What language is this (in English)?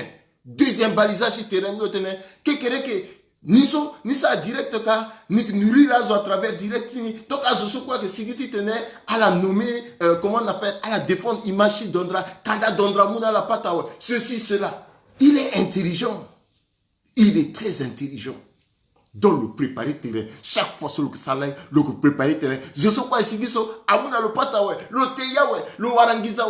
Sango